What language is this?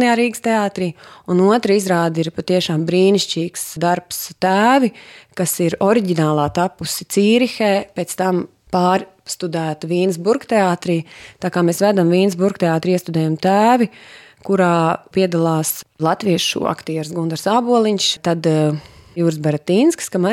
Latvian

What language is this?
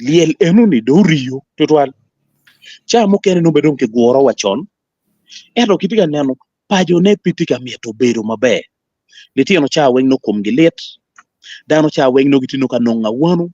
Acoli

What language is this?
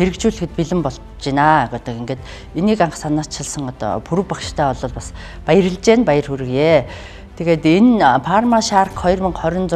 Mongolian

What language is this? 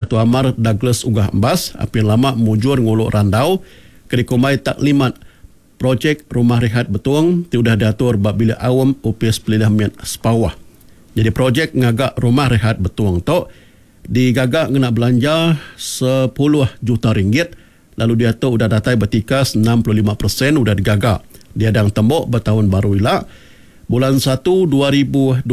Iban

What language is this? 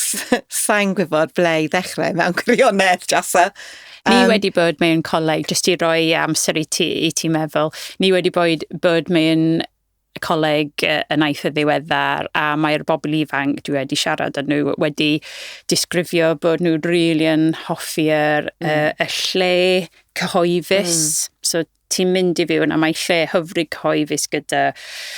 Welsh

